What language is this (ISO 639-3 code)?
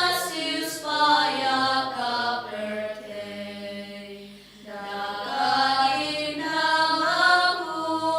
kha